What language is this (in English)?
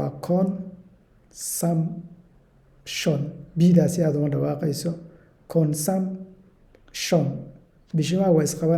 Somali